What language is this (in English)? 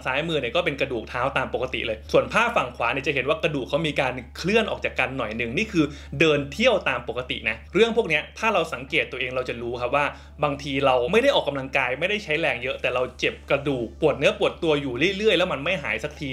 Thai